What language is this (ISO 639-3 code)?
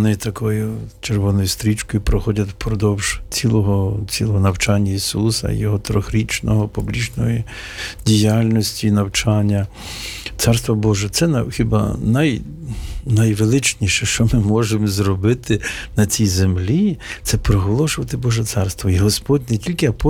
ukr